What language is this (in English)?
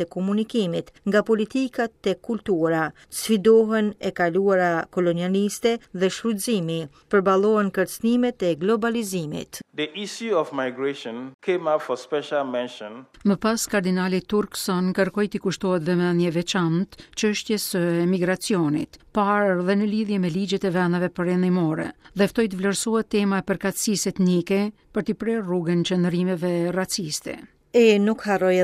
Albanian